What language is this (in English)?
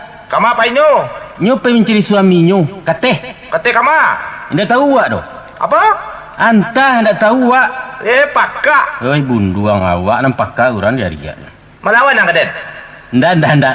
Minangkabau